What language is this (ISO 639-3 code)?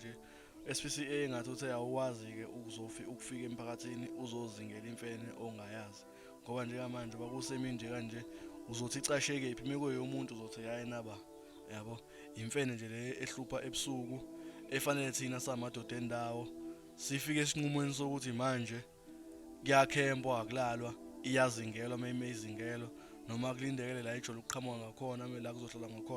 zul